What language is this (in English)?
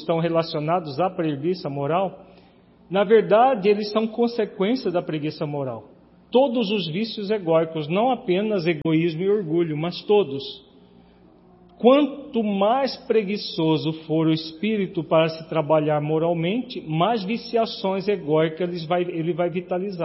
Portuguese